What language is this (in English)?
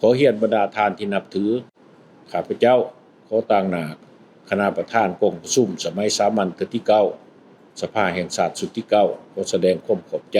Lao